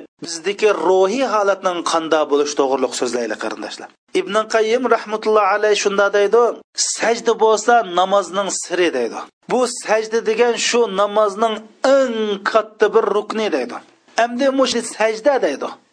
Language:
Uyghur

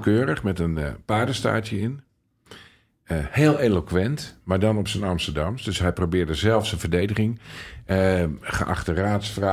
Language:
Dutch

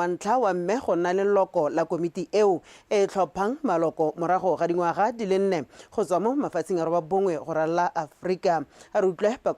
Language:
Tswana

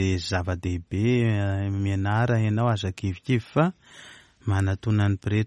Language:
Malagasy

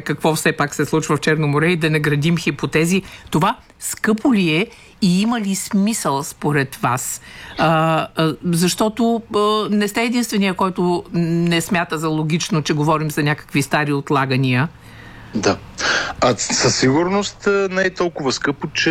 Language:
Bulgarian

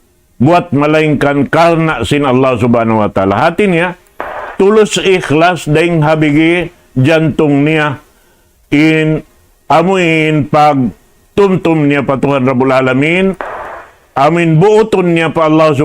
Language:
Tausug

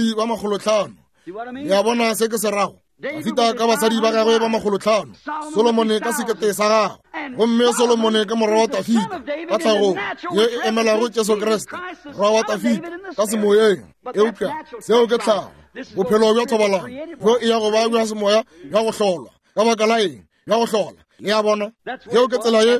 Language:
Northern Sotho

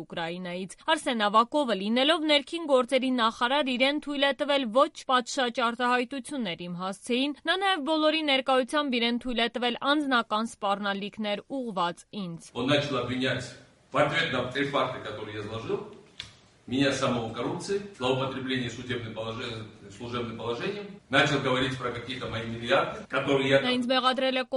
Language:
Armenian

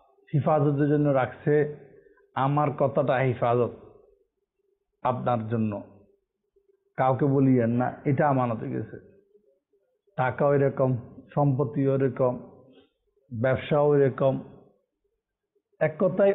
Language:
Bangla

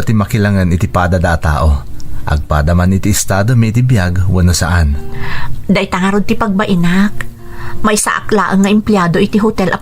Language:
Iloko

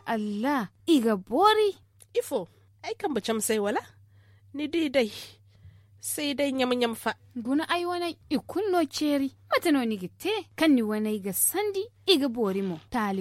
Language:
Zarma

